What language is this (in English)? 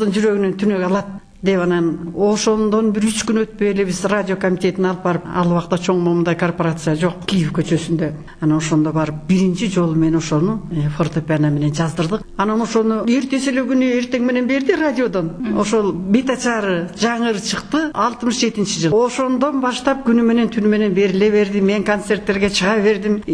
Kyrgyz